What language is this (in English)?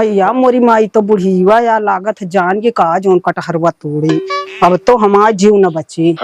Awadhi